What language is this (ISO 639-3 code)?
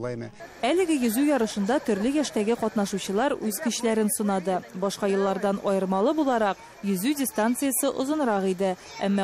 tat